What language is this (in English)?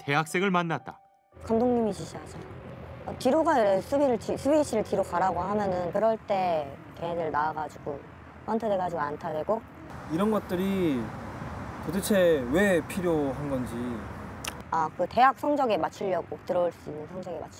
Korean